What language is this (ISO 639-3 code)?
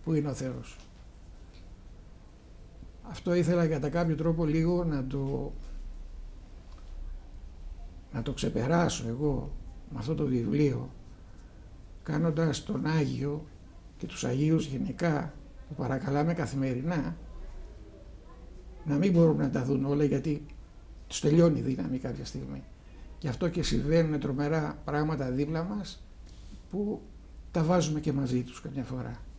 ell